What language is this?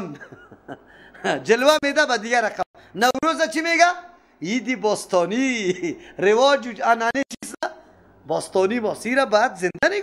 Persian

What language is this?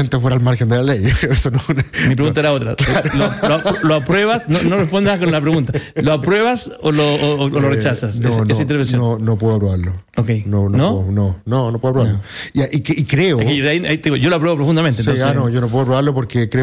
Spanish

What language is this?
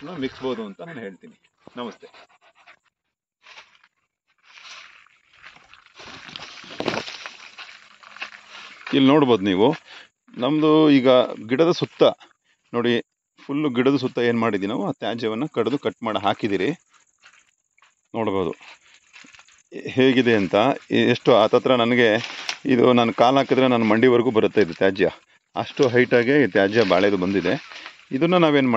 Kannada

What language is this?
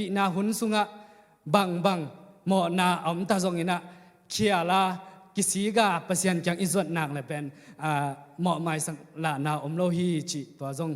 Tedim Chin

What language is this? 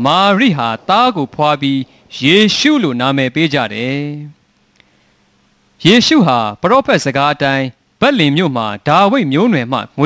Burmese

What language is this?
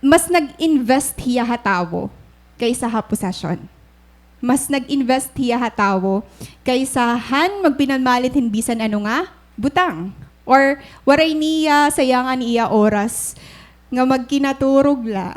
Waray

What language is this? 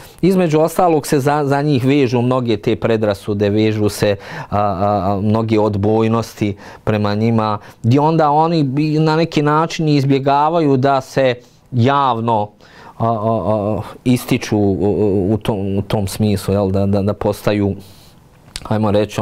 Bosnian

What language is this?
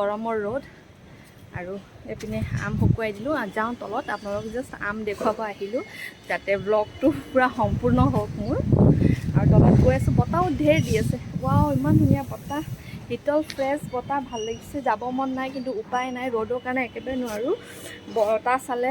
Assamese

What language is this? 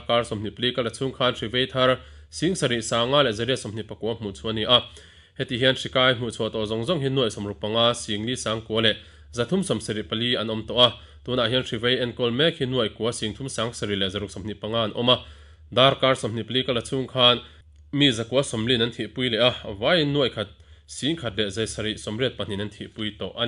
Mizo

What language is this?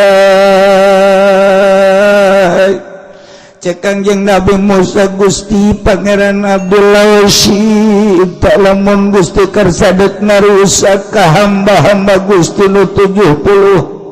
Sundanese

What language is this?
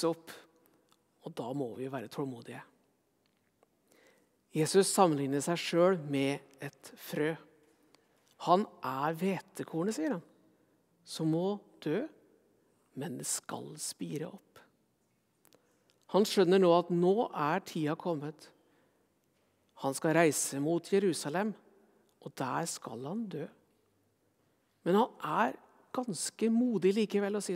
Norwegian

